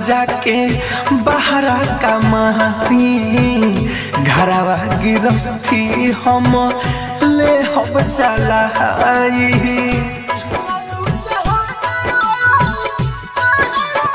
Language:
Bhojpuri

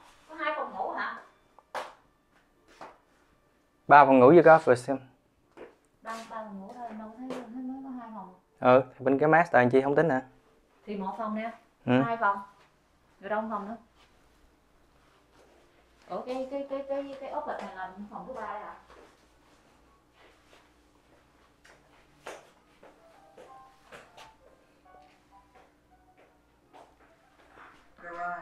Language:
Vietnamese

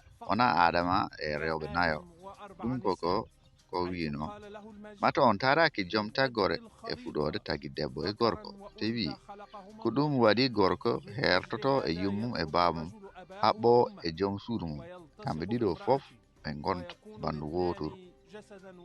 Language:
Fula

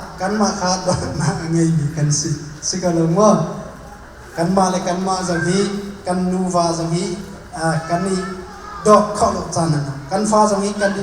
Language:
Hakha Chin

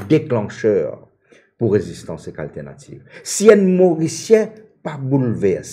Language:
Morisyen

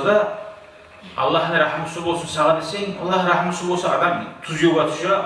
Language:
Kumyk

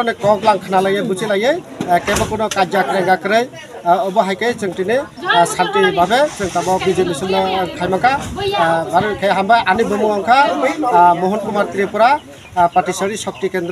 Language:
Kok Borok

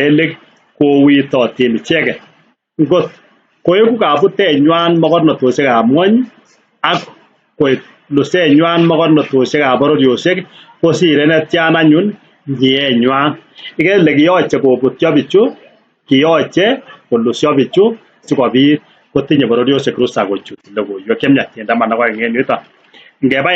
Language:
Kalenjin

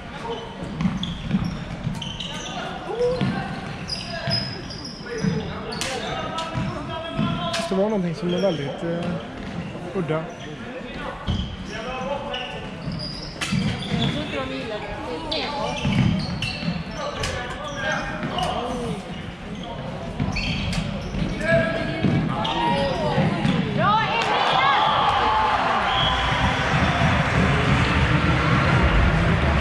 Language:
Swedish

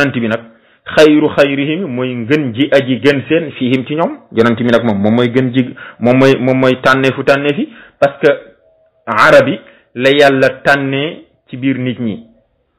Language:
Wolof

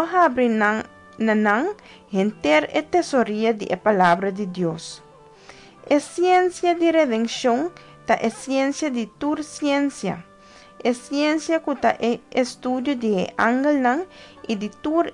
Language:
Papiamento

